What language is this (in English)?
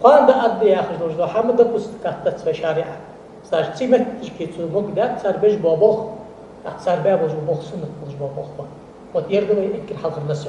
Ingush